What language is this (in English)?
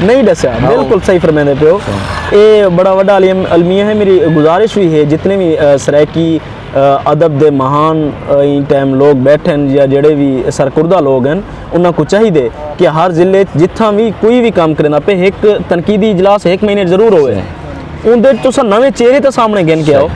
Saraiki